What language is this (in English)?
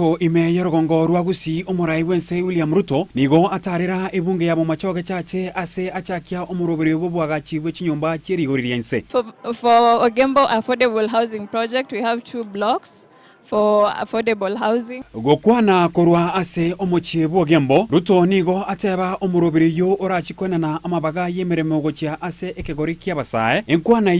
Gusii